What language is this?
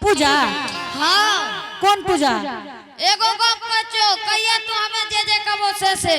Angika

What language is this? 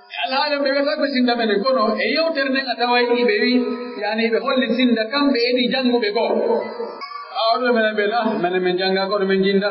Pular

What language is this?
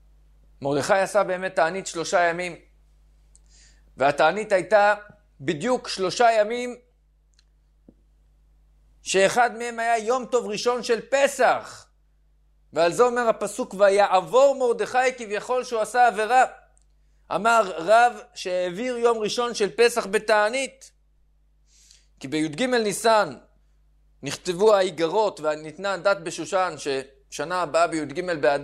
Hebrew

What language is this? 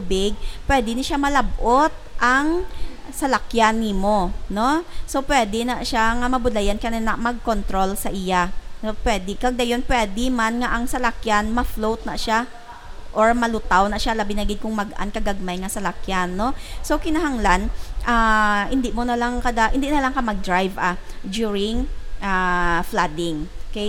Hiligaynon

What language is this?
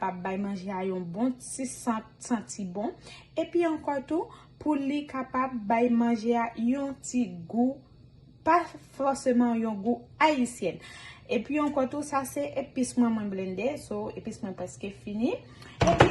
Haitian Creole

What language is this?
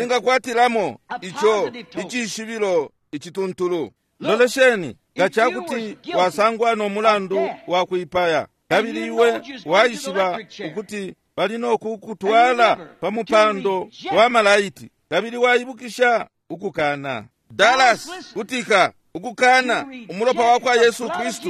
Bemba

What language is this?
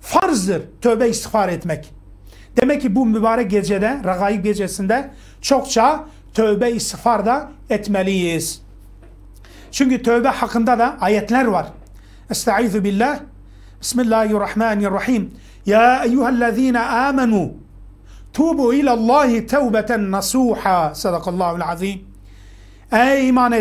Turkish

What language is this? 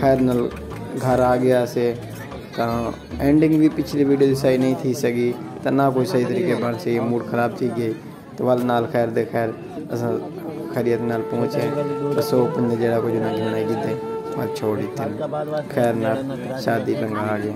Saraiki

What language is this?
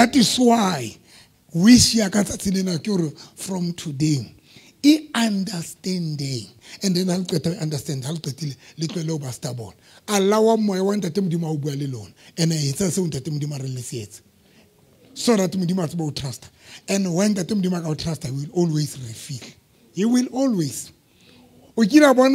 Southern Sotho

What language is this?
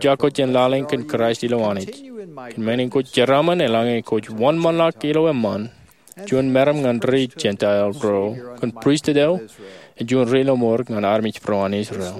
Marshallese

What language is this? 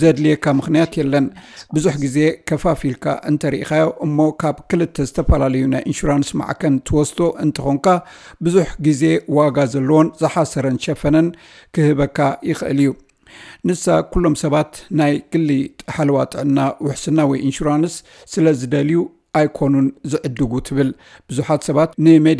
Tigrinya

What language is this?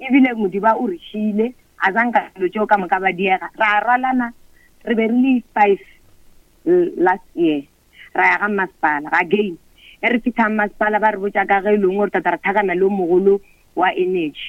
Northern Sotho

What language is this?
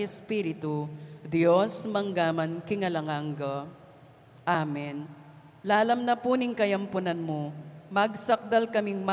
Pampanga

